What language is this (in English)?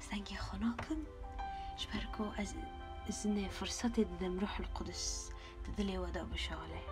Kurdish